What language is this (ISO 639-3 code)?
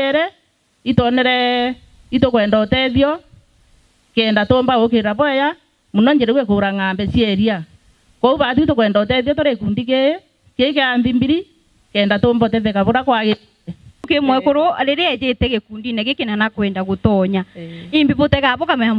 mer